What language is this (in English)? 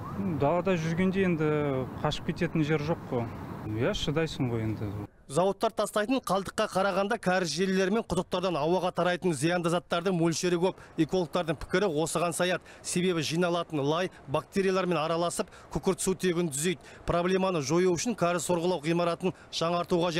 Kazakh